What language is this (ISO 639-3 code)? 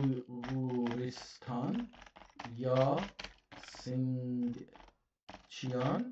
azb